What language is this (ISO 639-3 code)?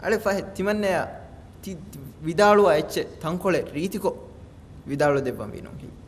div